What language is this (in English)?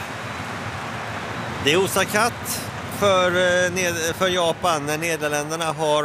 Swedish